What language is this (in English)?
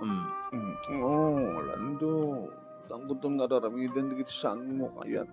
Iloko